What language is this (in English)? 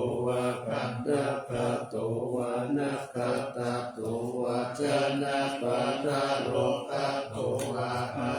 Pali